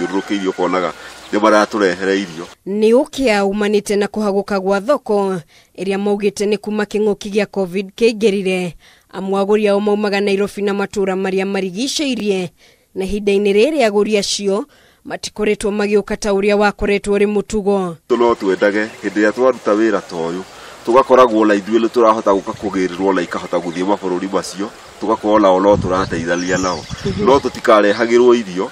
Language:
Kikuyu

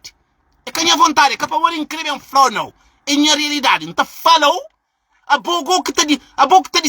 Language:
Kabuverdianu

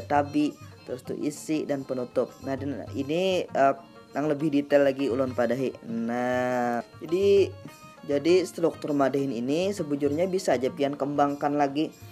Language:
Banjar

